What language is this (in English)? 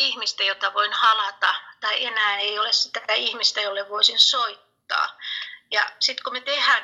Finnish